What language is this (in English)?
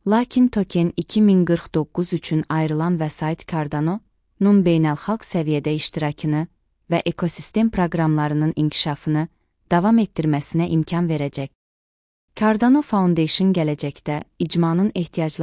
Azerbaijani